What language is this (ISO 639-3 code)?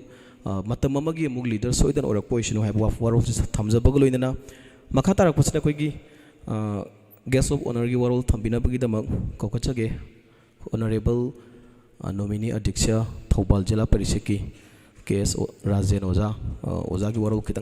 mni